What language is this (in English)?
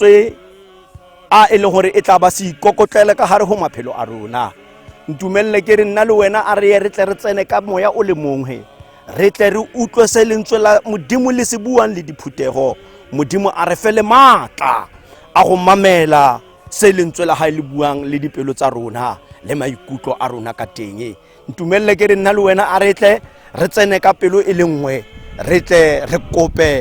Tswana